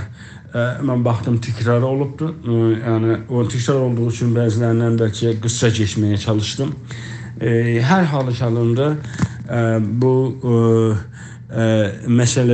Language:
South Azerbaijani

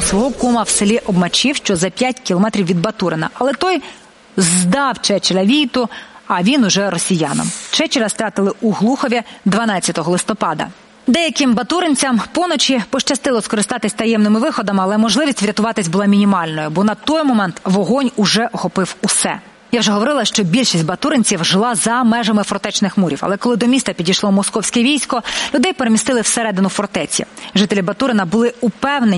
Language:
Ukrainian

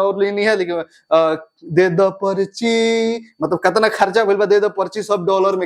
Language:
Bhojpuri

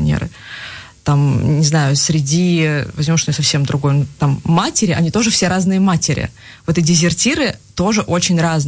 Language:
Russian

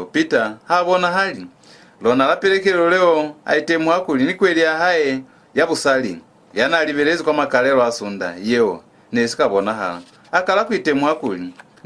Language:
Lozi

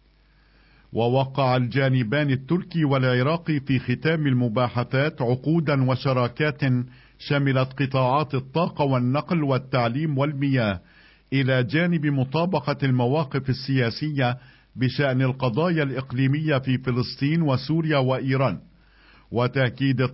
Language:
Arabic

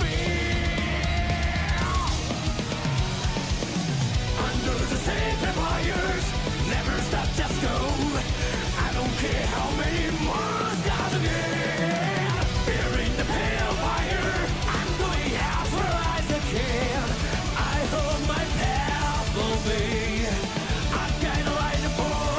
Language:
English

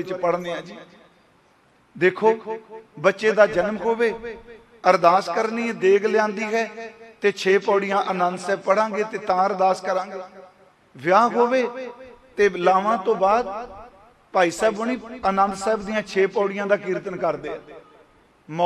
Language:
Punjabi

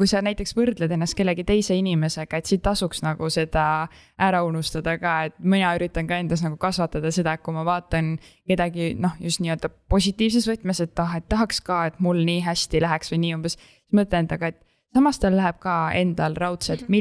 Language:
Estonian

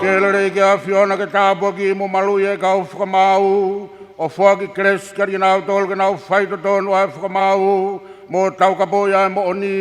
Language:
Tongan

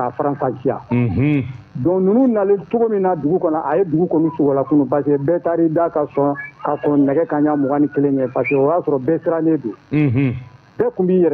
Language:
Bambara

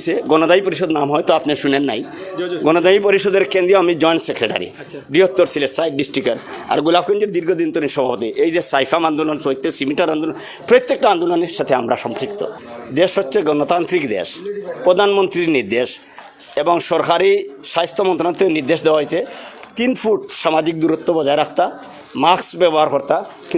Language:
Sylheti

